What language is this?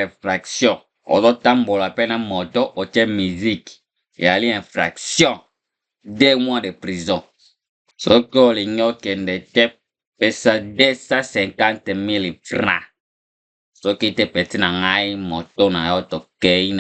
Lingala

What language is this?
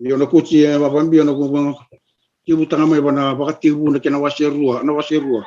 Fijian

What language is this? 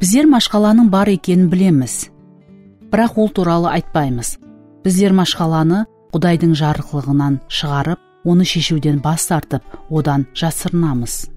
Kara-Kalpak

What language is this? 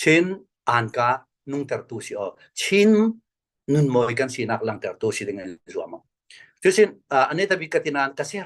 Falam Chin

